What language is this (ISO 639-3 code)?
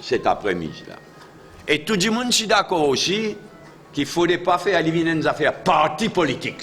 mfe